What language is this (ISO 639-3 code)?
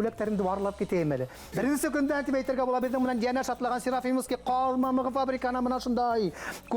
bak